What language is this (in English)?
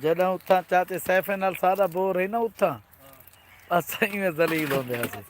Saraiki